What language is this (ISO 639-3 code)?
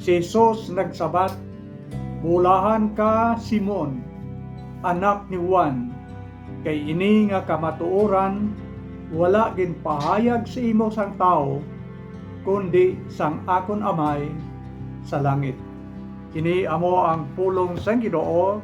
hil